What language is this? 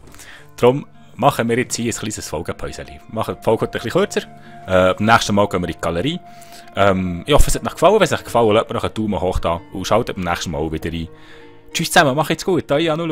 Swiss German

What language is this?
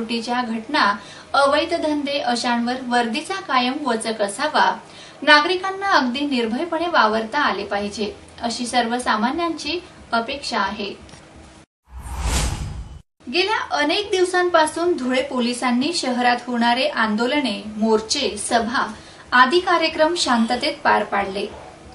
Marathi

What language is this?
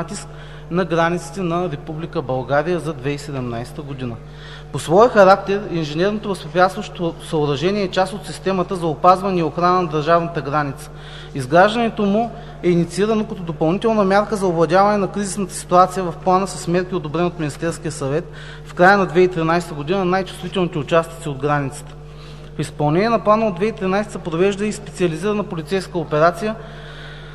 Bulgarian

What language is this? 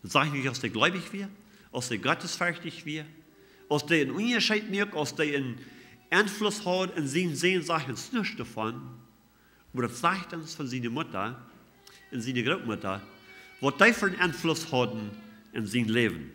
Plautdietsch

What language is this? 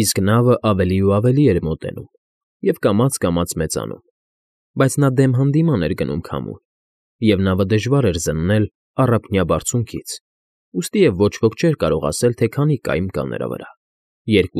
Armenian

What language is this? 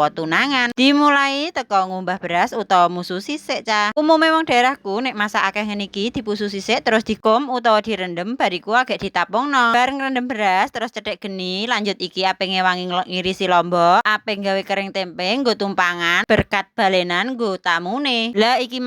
Javanese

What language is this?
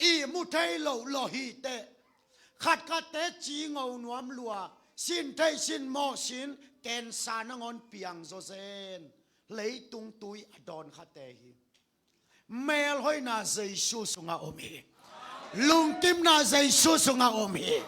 Tedim Chin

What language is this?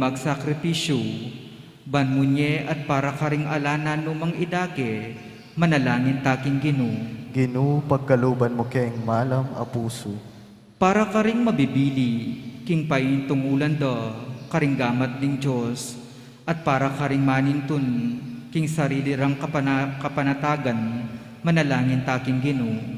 Pampanga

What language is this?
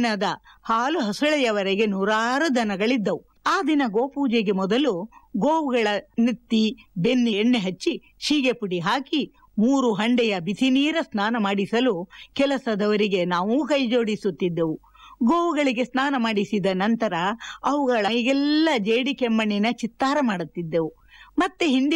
Kannada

